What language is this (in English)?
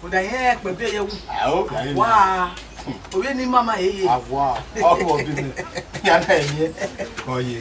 Bini